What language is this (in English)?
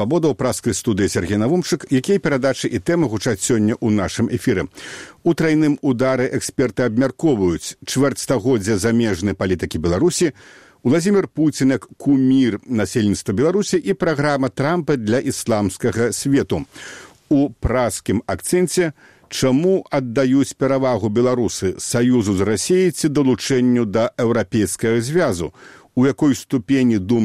Belarusian